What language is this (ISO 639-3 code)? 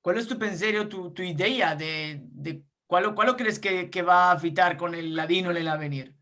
lad